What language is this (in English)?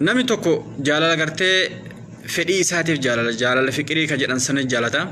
Oromo